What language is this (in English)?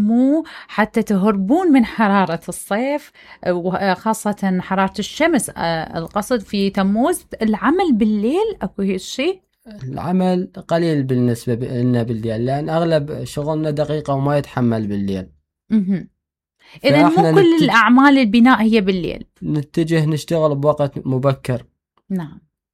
Mesopotamian Arabic